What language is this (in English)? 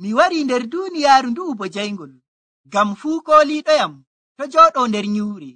Nigerian Fulfulde